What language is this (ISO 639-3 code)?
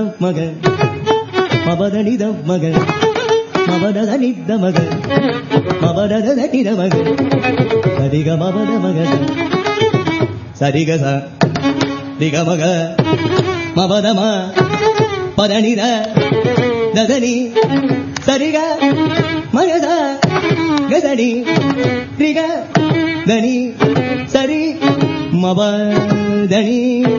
tel